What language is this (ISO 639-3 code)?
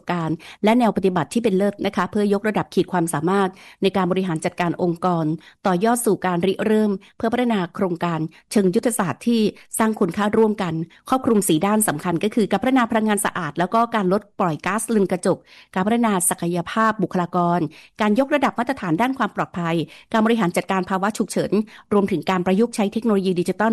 tha